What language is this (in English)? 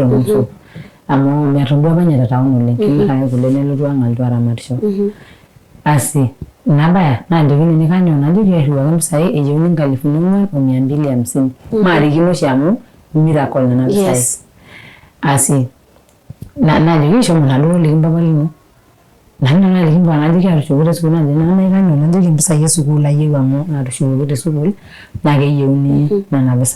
Masai